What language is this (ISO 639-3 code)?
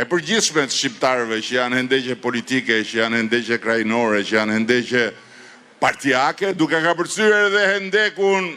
sqi